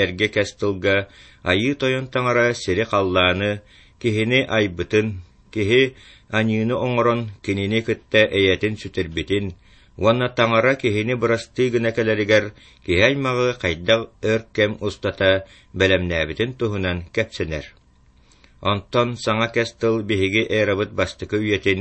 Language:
Yakut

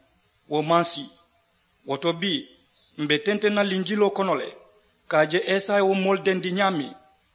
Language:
Mandingo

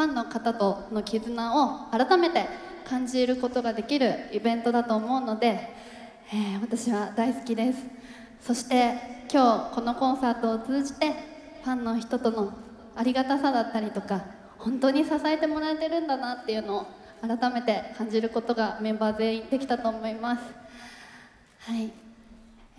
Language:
Japanese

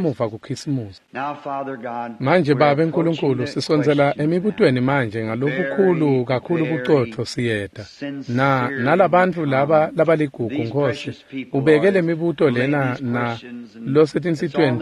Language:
Swati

